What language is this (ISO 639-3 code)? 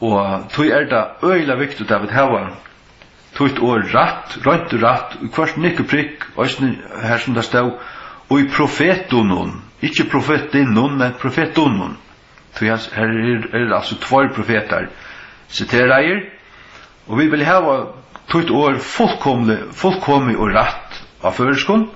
fao